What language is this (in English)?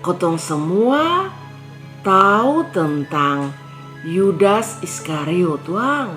Kupang Malay